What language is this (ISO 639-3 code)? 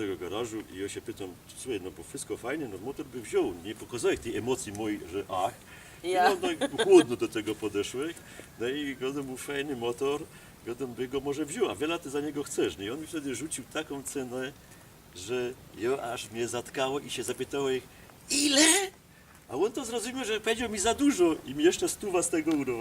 szl